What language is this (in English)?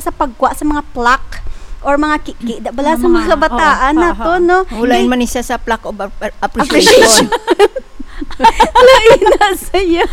Hiligaynon